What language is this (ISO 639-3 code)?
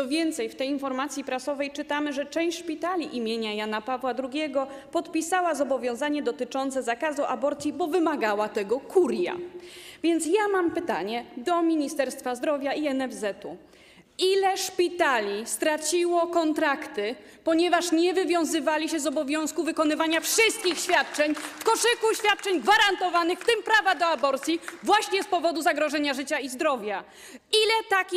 pol